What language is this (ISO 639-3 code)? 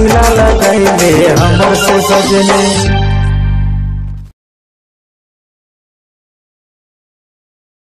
bho